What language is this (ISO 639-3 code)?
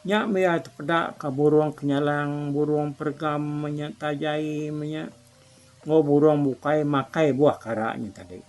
iba